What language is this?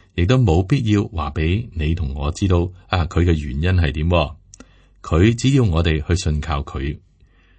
Cantonese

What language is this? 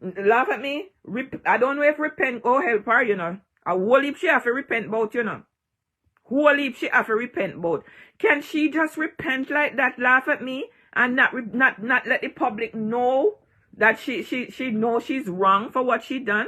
Jamaican Creole English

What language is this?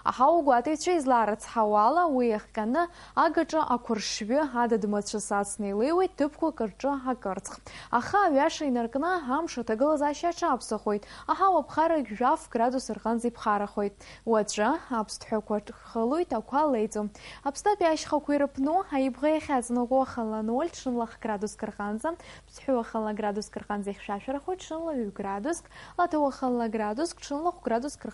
Abkhazian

